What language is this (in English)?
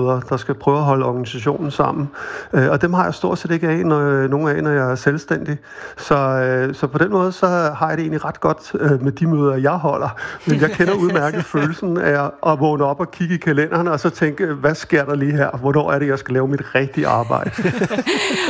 Danish